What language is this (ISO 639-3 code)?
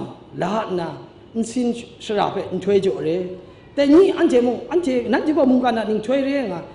kac